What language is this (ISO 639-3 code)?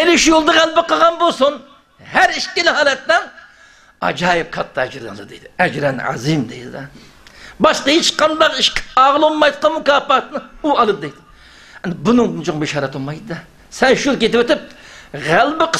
uig